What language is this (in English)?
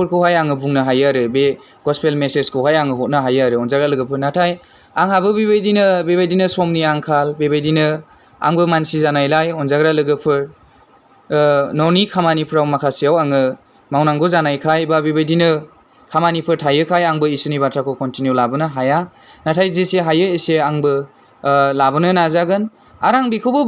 Bodo